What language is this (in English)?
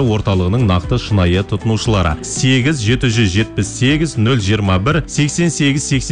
Kazakh